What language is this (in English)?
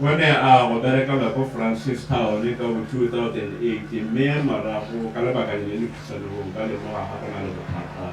Tswana